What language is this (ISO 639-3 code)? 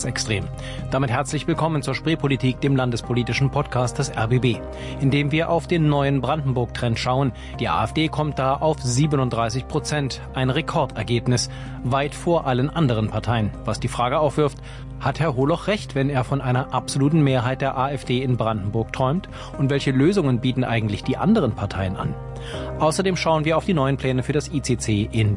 deu